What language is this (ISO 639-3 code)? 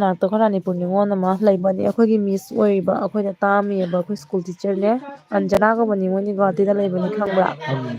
mni